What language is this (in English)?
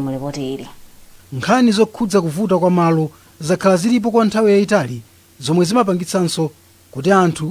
Nyanja